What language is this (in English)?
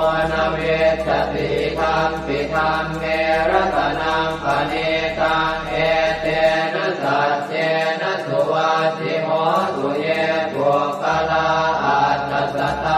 Pali